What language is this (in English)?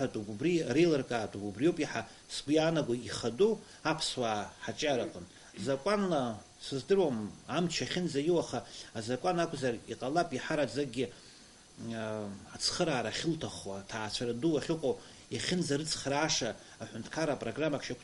Abkhazian